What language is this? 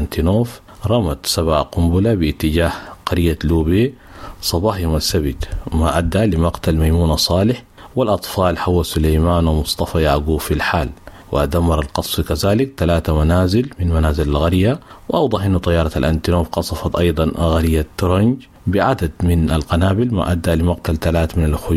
Sudanese Arabic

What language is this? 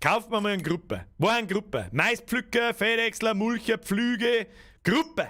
Bavarian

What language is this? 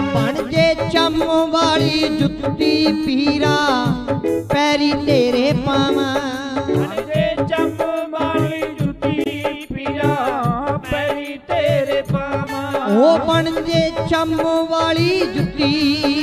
Punjabi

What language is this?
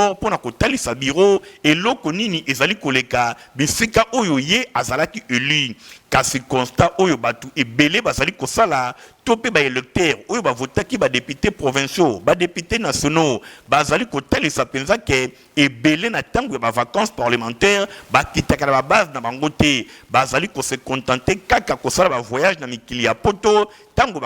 Lingala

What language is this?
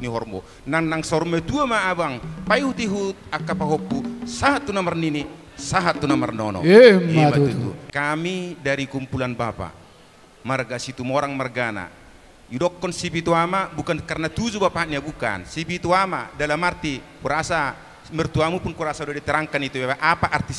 Batak Toba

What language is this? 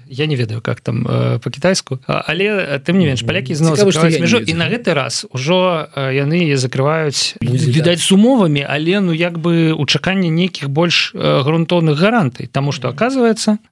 Belarusian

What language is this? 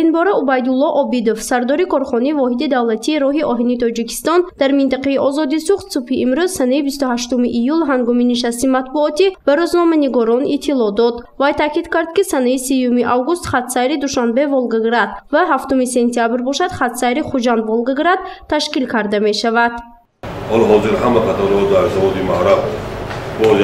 Tajik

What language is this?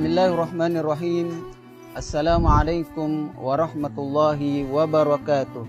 Buginese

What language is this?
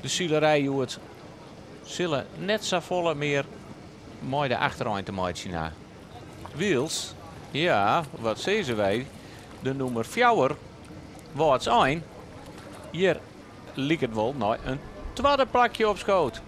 Western Frisian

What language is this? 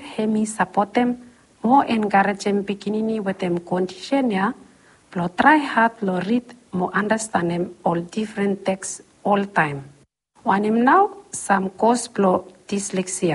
Bislama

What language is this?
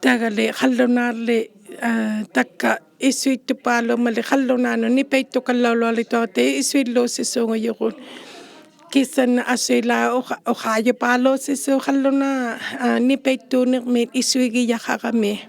Inuktitut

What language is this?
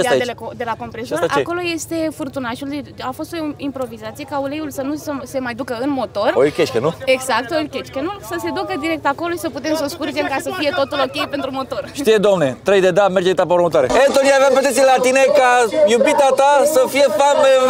Romanian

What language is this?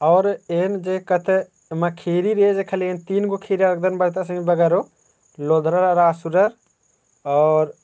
Kurukh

